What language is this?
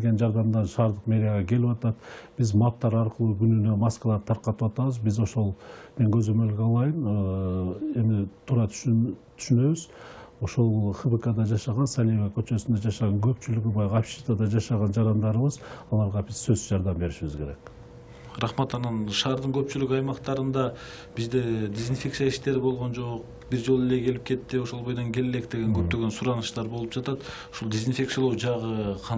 Kyrgyz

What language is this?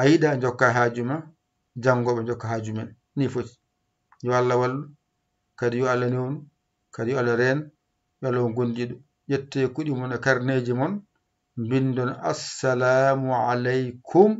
Fula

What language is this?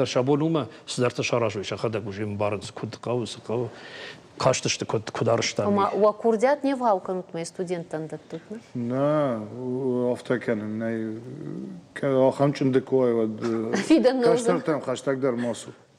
Ossetic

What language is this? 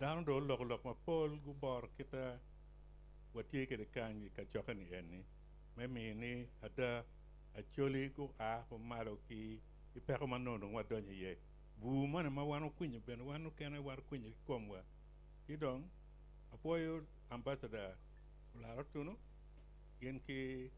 Acoli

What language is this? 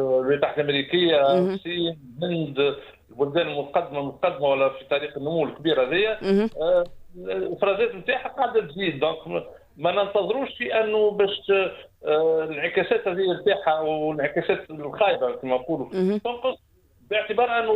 Tunisian Arabic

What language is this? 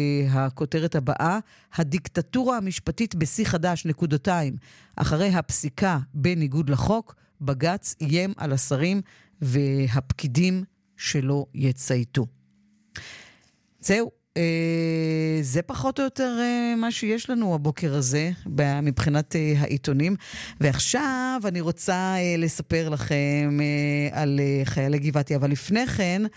Hebrew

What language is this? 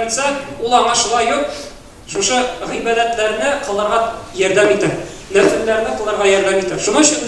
Tatar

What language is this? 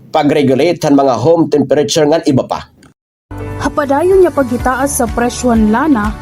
Waray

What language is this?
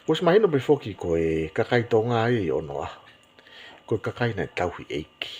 Tongan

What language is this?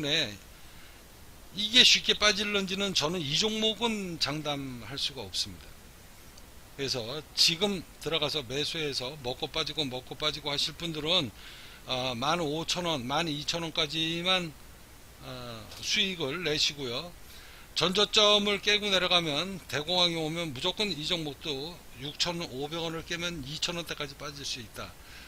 Korean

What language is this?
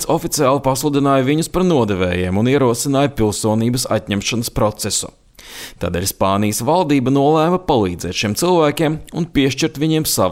Latvian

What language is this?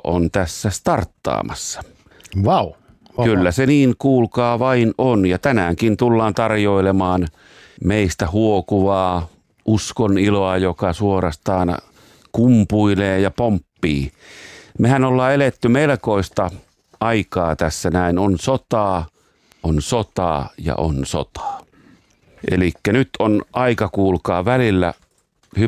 Finnish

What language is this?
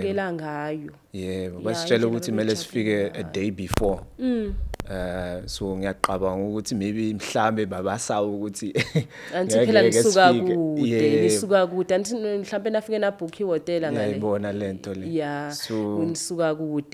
Zulu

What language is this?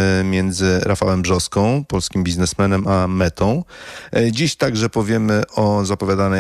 Polish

